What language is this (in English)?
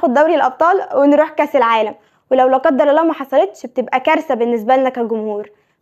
Egyptian Arabic